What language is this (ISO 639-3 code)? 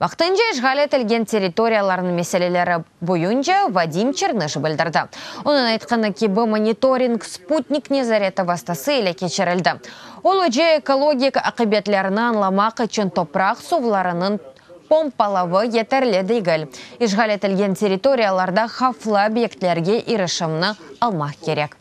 crh